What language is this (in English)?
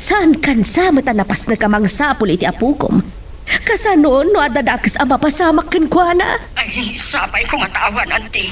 Iloko